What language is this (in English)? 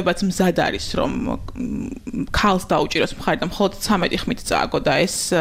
Georgian